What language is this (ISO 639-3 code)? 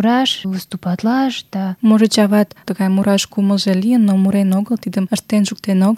chm